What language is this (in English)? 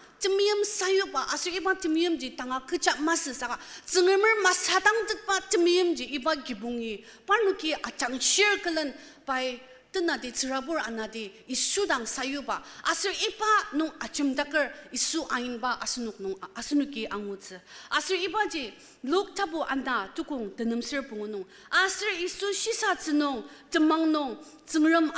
Ao Naga